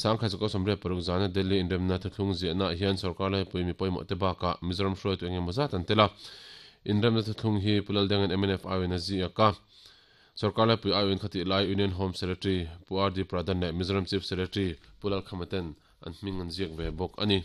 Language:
Mizo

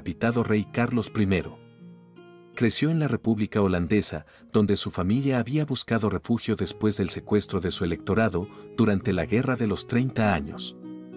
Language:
Spanish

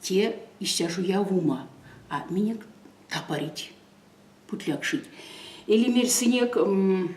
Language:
Erzya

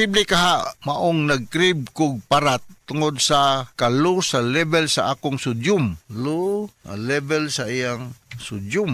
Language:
Cebuano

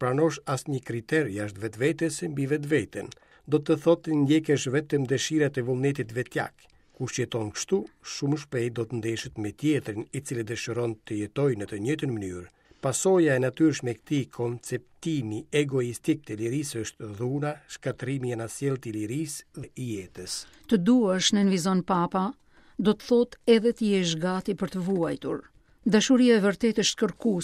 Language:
Albanian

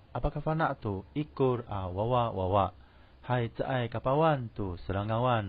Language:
Amis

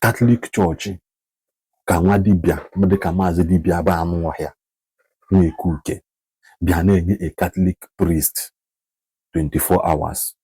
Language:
Igbo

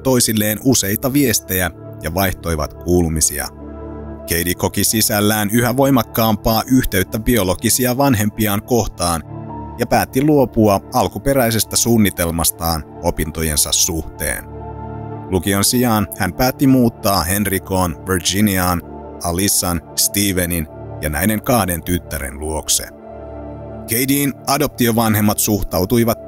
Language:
Finnish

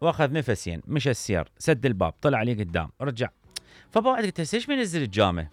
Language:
Mesopotamian Arabic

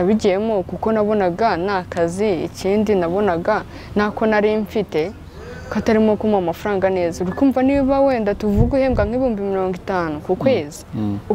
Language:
Kinyarwanda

